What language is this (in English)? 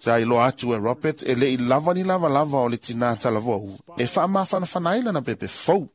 Samoan